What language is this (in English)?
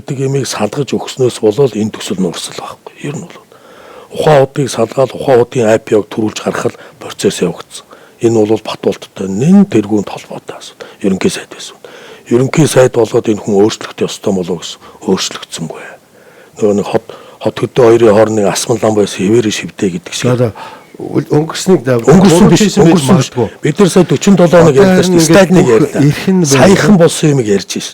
Mongolian